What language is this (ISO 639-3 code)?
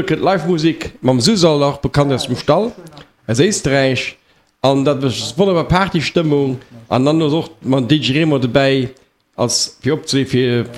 ltz